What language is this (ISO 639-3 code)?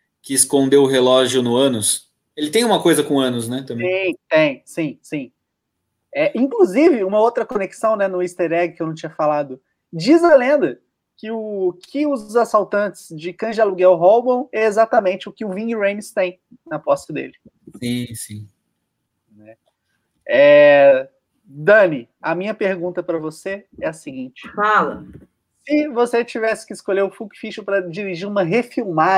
por